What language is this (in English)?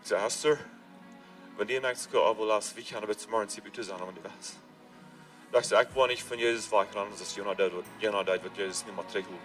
Plautdietsch